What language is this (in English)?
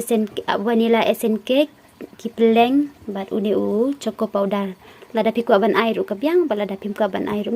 Khasi